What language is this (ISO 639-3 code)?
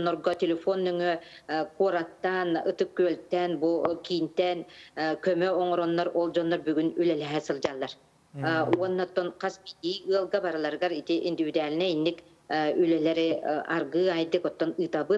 sah